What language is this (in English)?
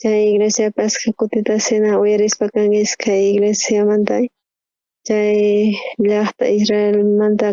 South Bolivian Quechua